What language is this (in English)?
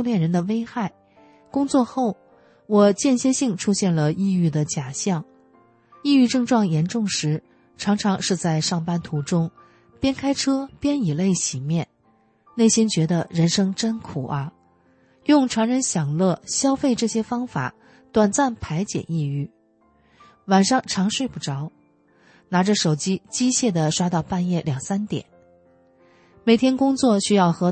Chinese